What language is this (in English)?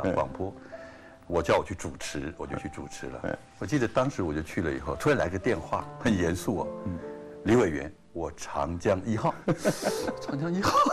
Chinese